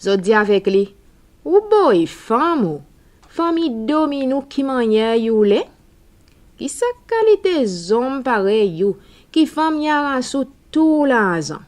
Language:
Seselwa Creole French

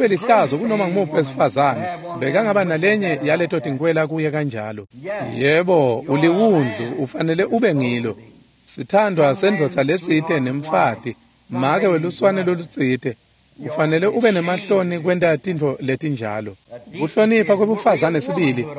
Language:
Swati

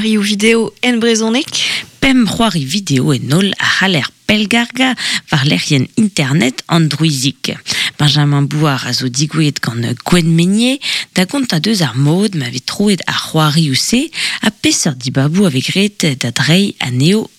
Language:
Breton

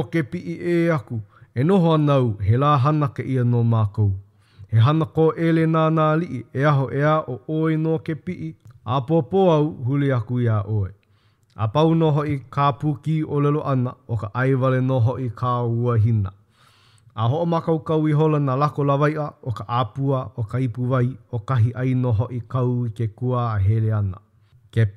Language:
Hawaiian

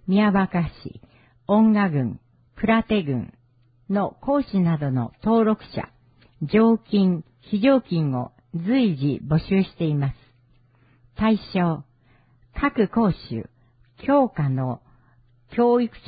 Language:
Japanese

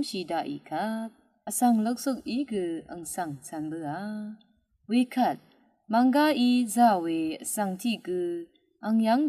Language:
Rawang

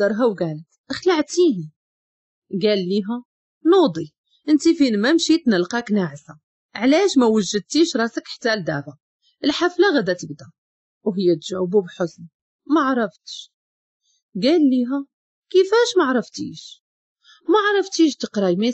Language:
Moroccan Arabic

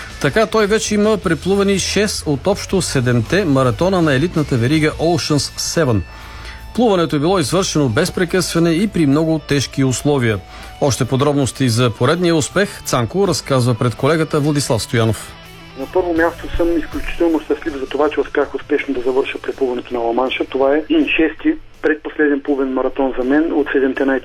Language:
Bulgarian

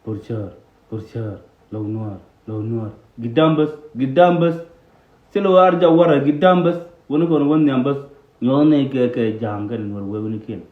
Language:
Nuer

